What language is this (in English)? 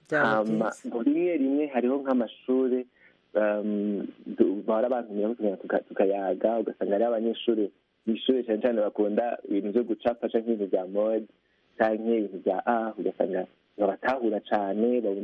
Kinyarwanda